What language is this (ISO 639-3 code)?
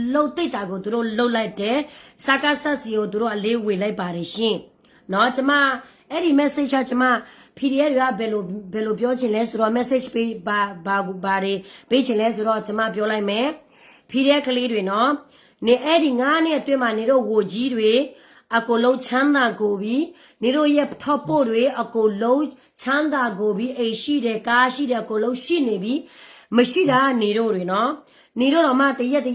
ksw